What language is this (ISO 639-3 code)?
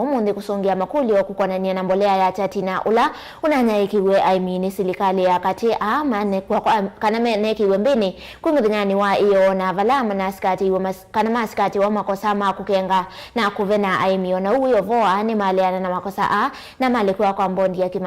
kam